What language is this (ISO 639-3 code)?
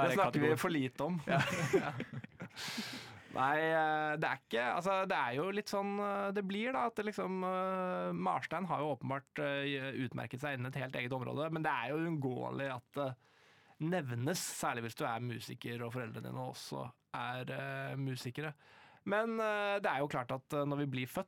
nor